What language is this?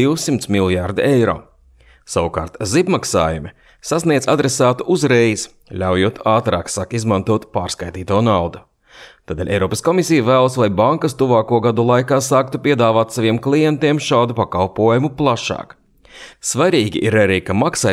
Latvian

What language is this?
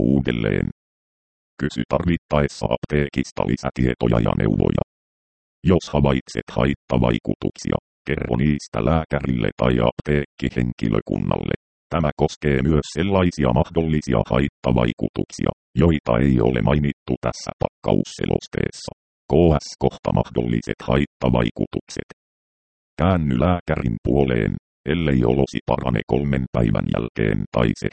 Finnish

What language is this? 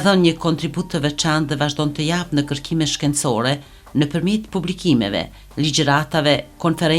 Albanian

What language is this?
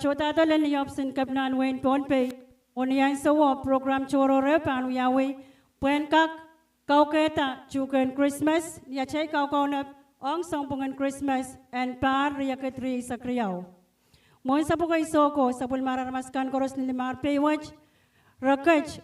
Pohnpeian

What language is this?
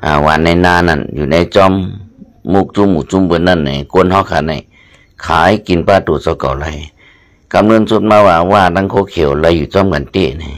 Shan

